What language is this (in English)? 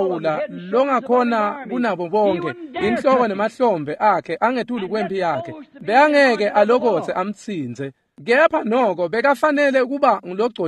Swati